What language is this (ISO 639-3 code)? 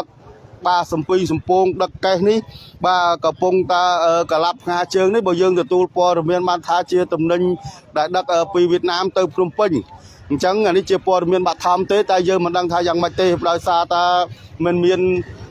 khm